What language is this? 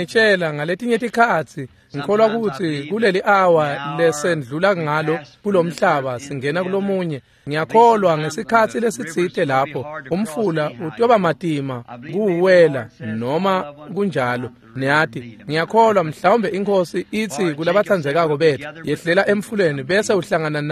Swati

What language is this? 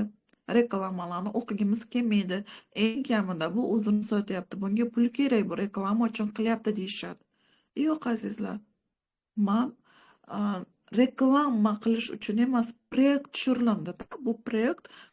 Uzbek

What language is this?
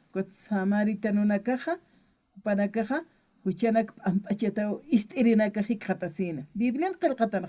Aymara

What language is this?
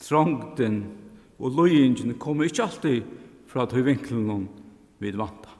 Faroese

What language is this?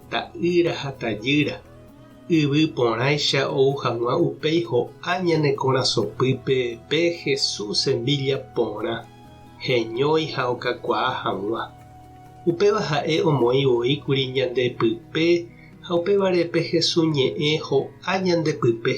Guarani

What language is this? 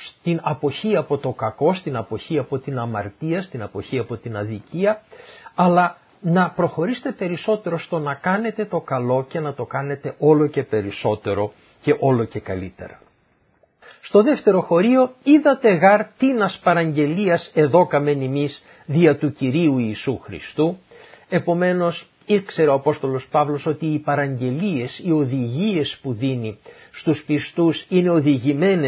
Greek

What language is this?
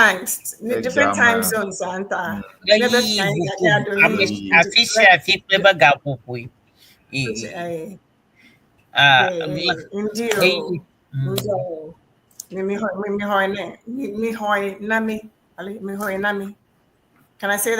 Ewe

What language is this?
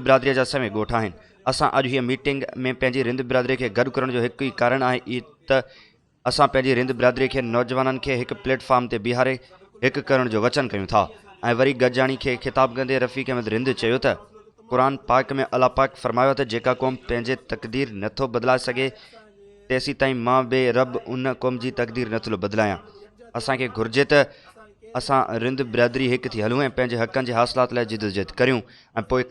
Sindhi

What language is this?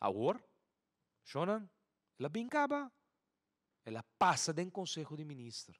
Papiamento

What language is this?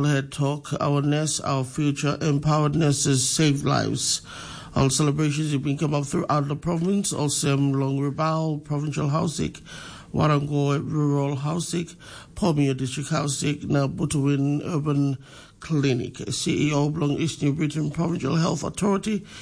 Tok Pisin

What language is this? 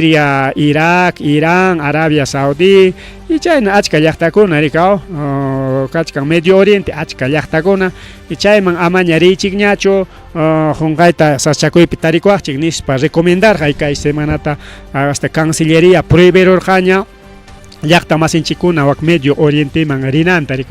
Ayacucho Quechua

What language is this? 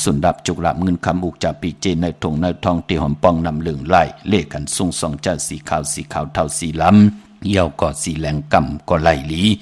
Shan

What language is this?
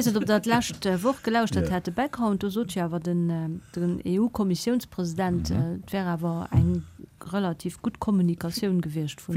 Luxembourgish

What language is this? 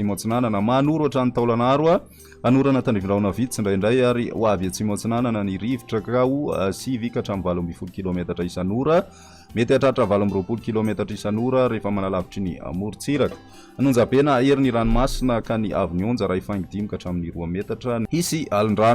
Malagasy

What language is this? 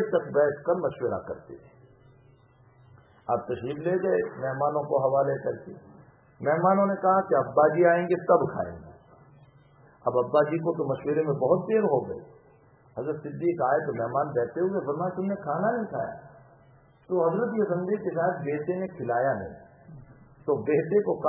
Urdu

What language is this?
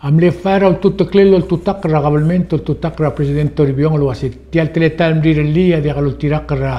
Palauan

